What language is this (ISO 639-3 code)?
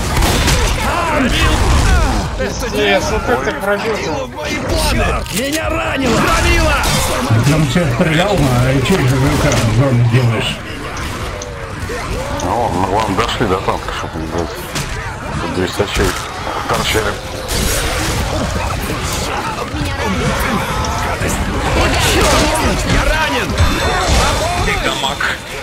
rus